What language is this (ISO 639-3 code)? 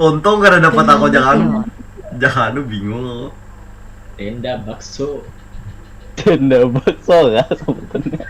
bjn